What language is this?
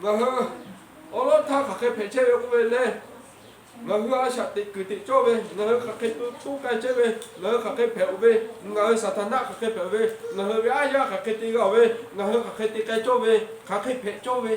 Lahu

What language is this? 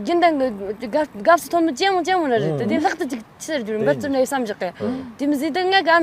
Tibetan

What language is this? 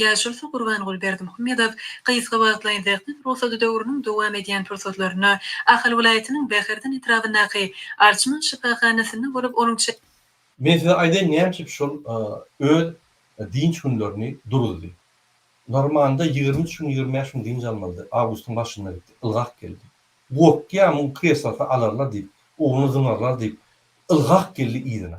Turkmen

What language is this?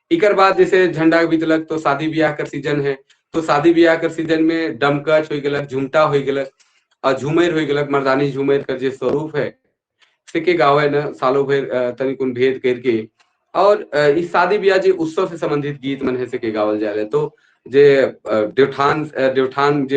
Sadri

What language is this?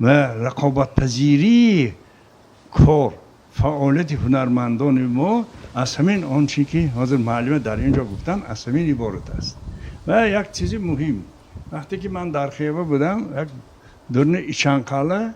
Tajik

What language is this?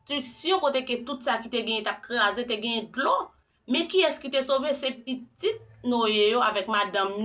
Haitian Creole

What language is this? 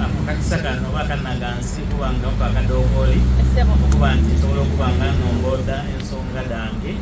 Soga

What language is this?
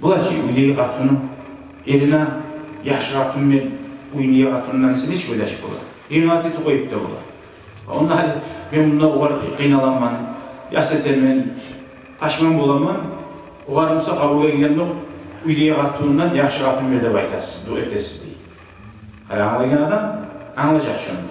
Kumyk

